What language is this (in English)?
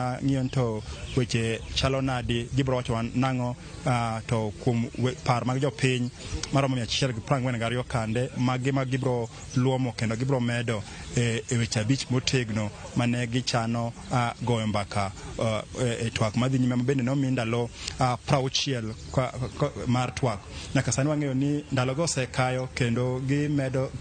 Luo (Kenya and Tanzania)